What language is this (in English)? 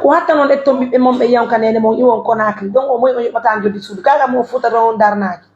Pular